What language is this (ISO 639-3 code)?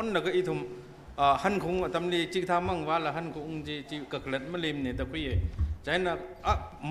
nmf